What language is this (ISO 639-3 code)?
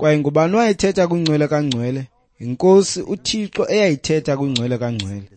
xho